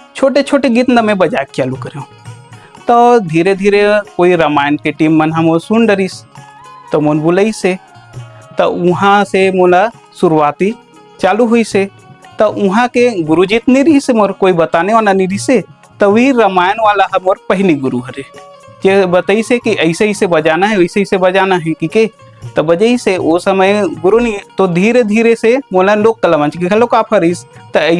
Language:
Chhattisgarhi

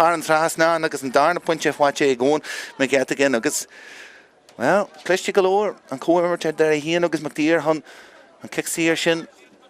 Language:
Irish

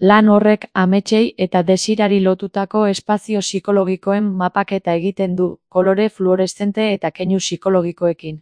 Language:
Basque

